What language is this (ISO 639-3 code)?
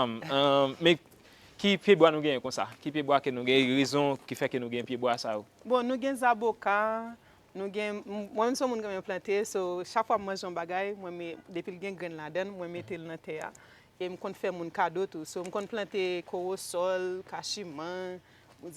hat